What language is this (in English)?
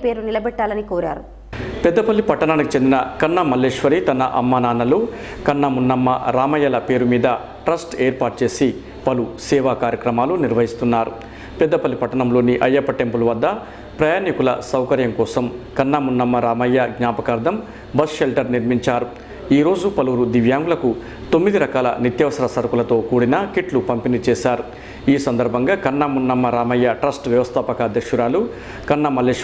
Telugu